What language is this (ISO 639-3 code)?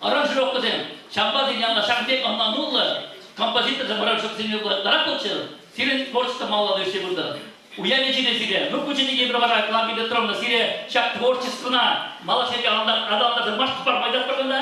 chv